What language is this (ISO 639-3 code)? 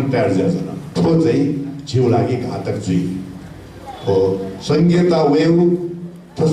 new